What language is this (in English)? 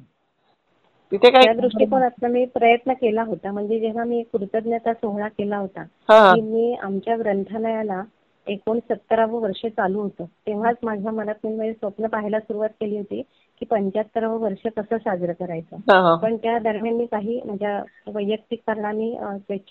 Marathi